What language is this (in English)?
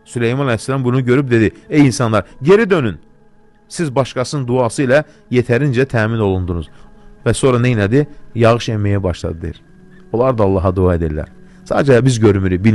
Azerbaijani